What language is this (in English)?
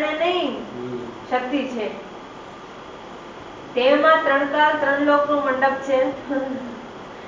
Gujarati